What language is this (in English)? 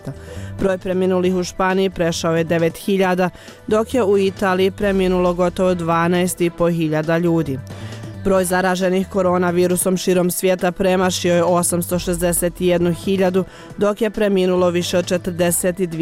Bosnian